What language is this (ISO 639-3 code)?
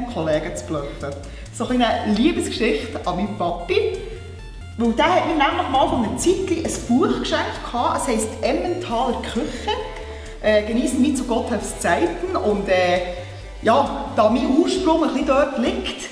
gsw